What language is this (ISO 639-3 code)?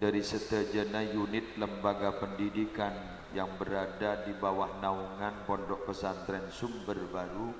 mad